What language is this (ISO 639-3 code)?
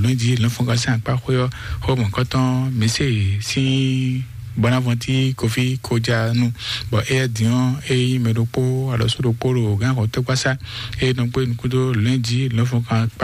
fon